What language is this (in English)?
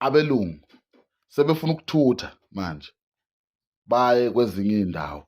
Zulu